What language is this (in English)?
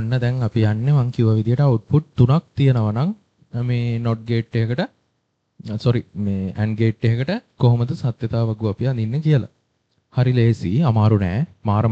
Sinhala